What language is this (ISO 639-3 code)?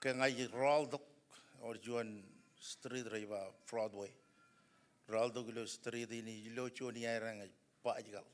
mah